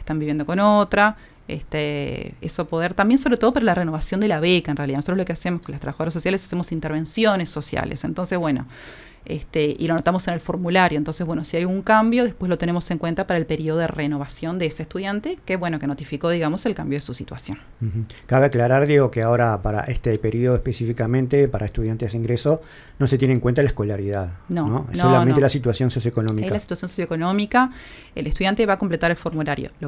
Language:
Spanish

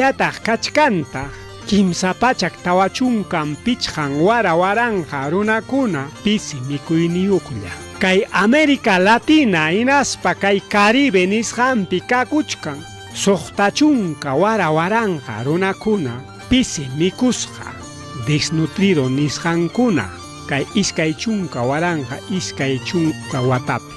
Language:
Ayacucho Quechua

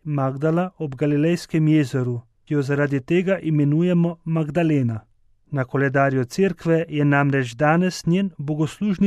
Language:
Slovenian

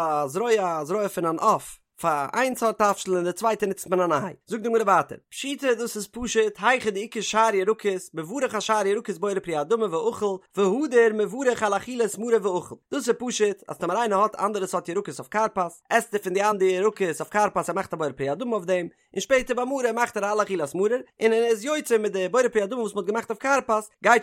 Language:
Yiddish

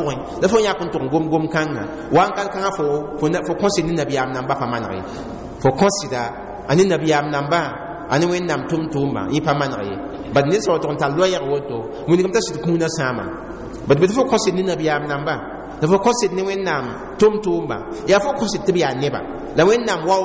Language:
Mossi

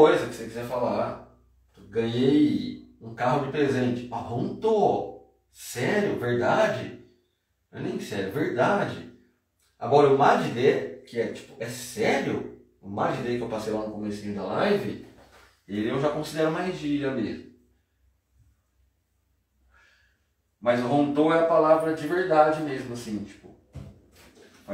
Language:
Portuguese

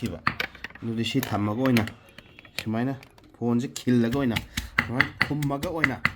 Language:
Manipuri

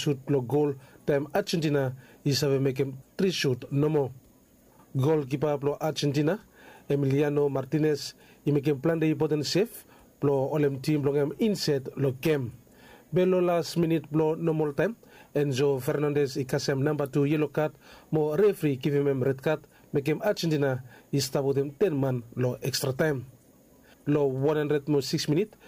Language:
Bislama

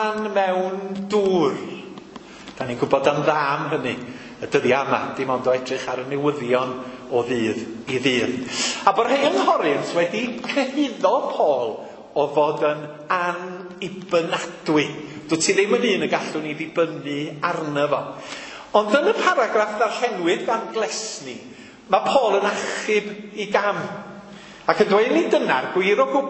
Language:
Welsh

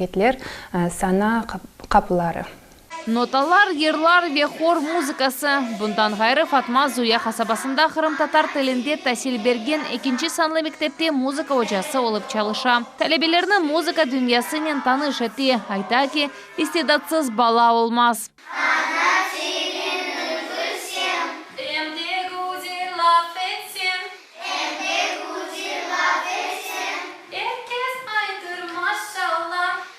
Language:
Crimean Tatar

